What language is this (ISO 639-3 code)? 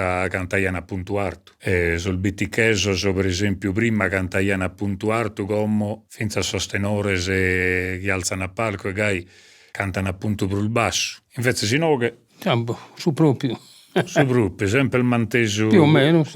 srd